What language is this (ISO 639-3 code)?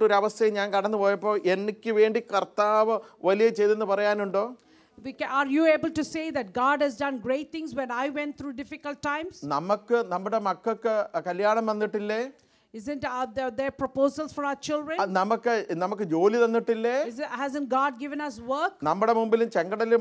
mal